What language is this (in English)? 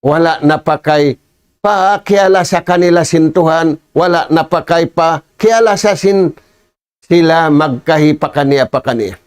Tausug